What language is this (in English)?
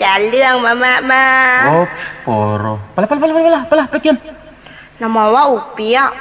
Minangkabau